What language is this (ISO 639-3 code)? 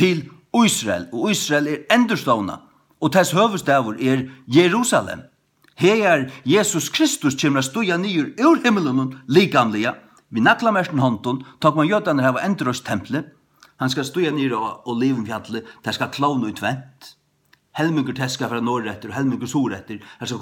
fao